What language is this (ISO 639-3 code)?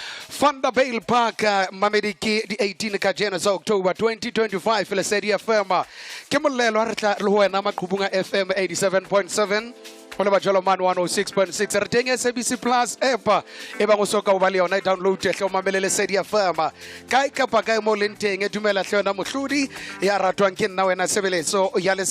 sot